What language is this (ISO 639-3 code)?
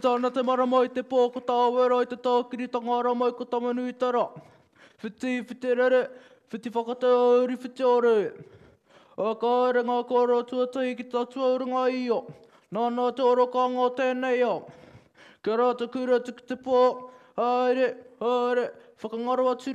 mri